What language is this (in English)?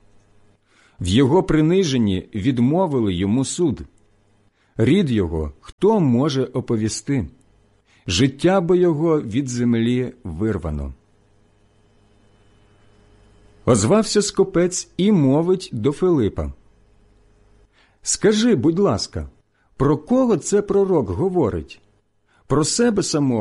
Ukrainian